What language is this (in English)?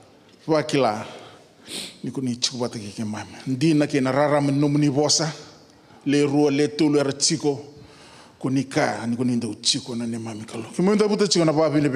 Fijian